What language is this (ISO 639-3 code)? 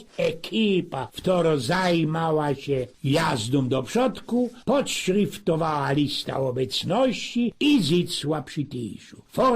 szl